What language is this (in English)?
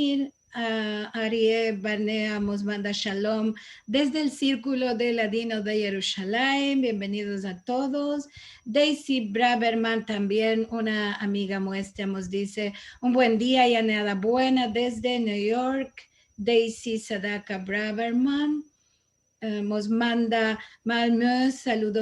Ladino